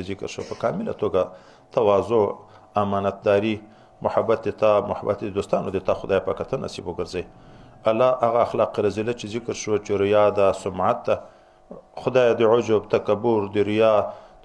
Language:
Pashto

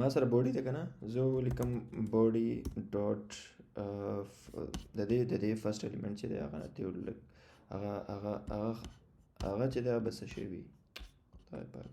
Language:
Pashto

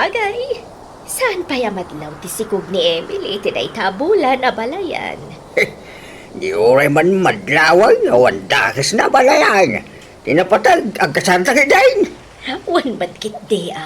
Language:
Iloko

